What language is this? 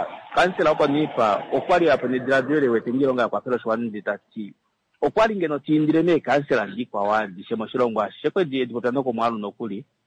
Kuanyama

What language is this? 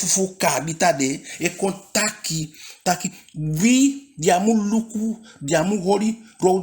Eastern Maroon Creole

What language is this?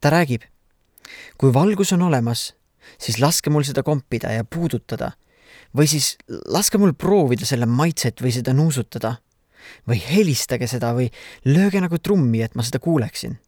Estonian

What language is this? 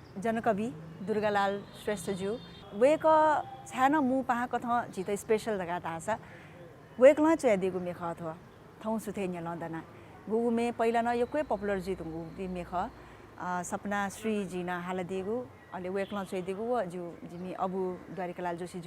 Newari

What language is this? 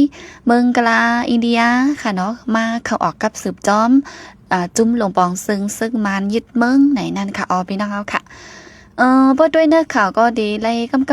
Shan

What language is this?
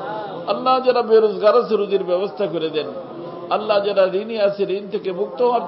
Bangla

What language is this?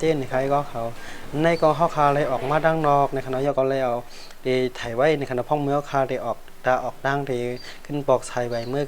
Shan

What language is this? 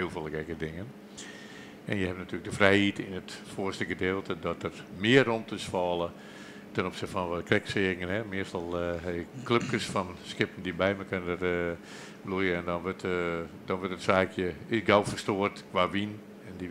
Western Frisian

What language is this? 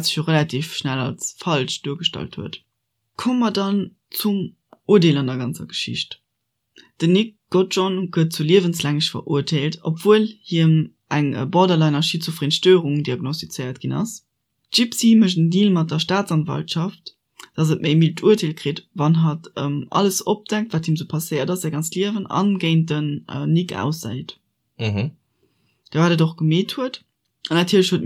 Luxembourgish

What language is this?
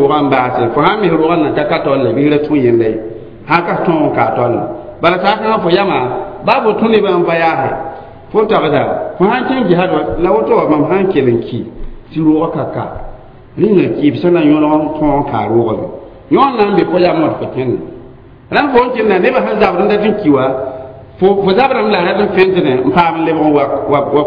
Mossi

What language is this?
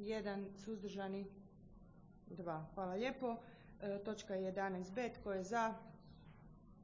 Croatian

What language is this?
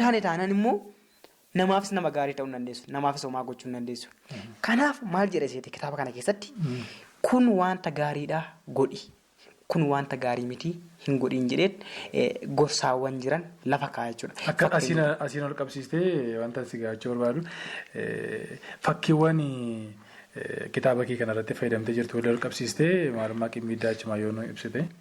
Oromo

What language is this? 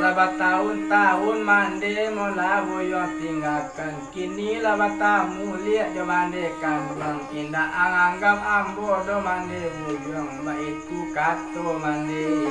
Minangkabau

